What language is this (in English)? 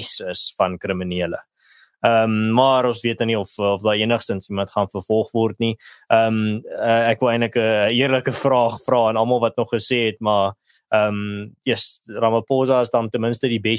Afrikaans